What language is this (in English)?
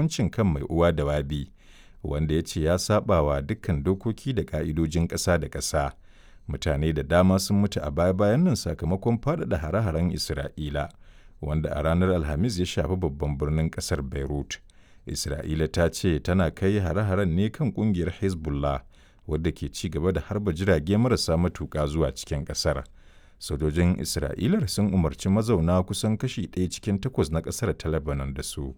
Hausa